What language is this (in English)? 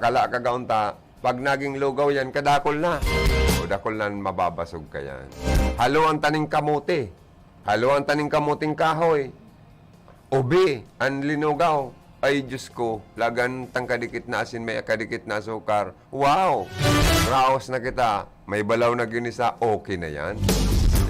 Bikol